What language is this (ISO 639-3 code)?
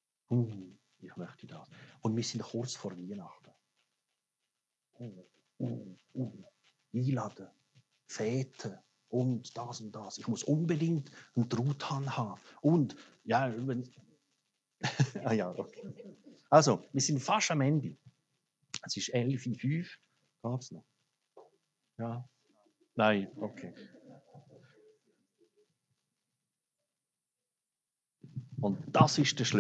deu